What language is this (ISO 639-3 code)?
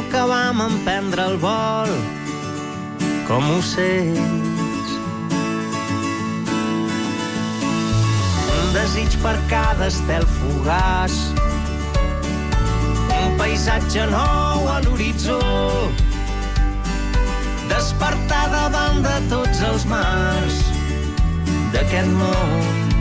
cat